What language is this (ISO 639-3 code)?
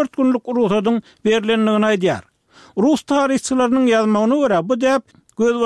tuk